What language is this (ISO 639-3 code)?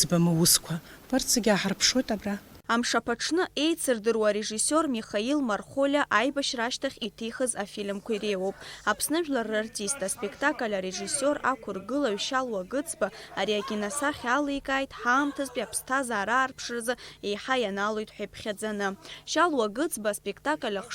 abk